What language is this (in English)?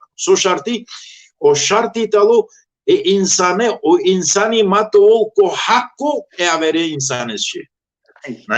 Balkan Romani